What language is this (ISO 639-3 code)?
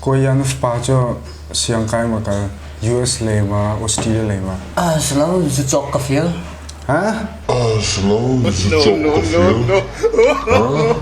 cnh